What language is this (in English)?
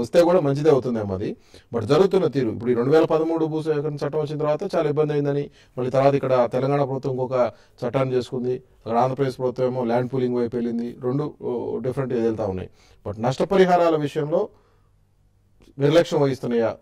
Telugu